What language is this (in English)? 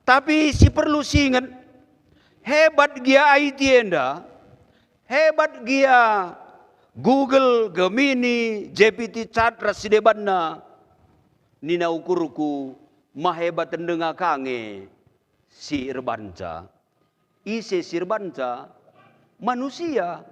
Batak Karo